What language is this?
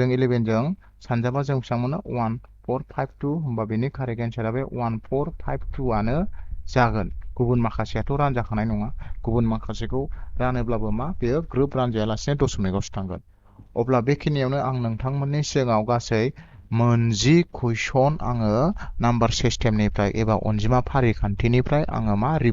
Bodo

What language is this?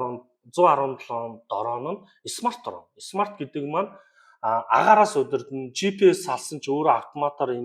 Mongolian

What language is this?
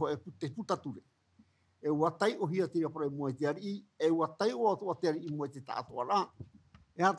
Tahitian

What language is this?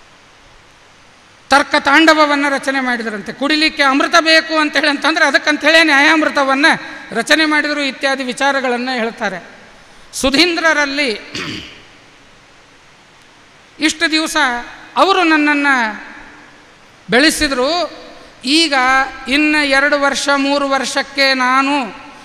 Kannada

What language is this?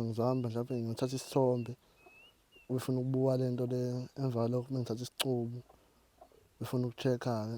Zulu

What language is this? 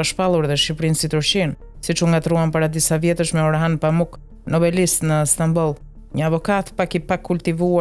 Albanian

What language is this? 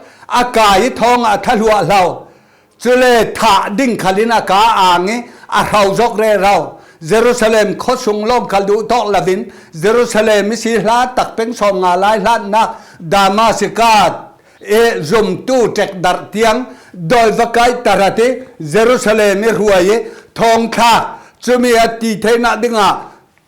Falam Chin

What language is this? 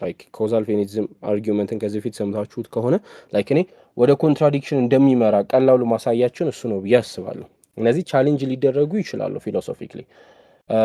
Amharic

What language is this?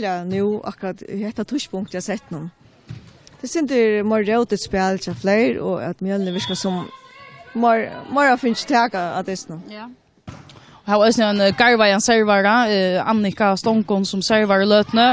Faroese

